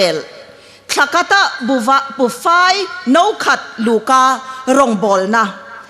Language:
Hmar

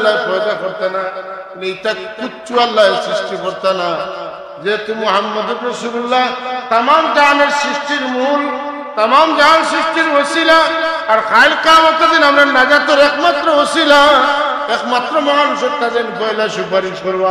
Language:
Sylheti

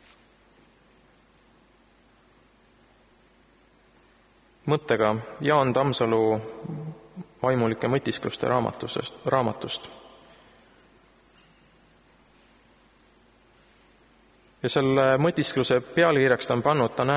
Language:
Estonian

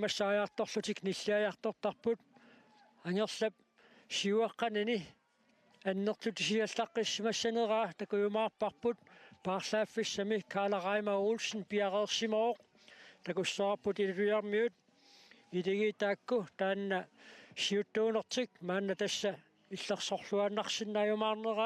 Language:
Kalaallisut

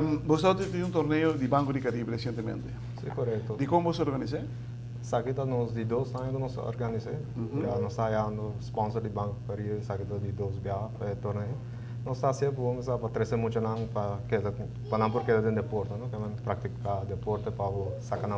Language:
Papiamento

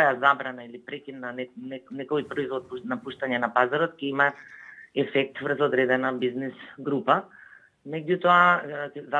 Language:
Macedonian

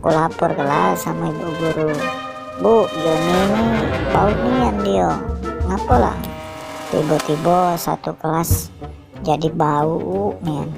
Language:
Musi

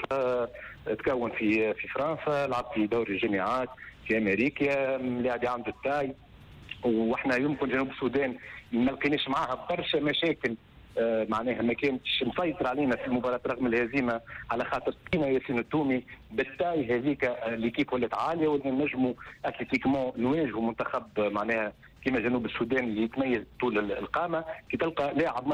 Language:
Tunisian Arabic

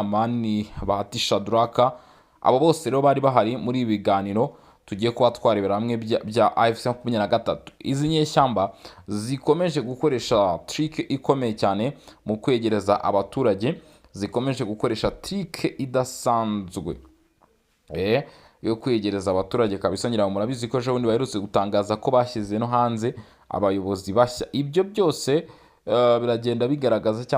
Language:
Kinyarwanda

